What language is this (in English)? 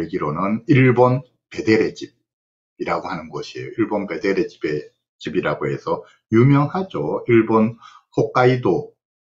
Korean